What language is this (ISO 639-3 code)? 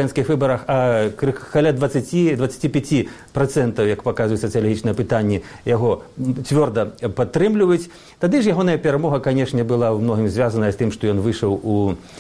bel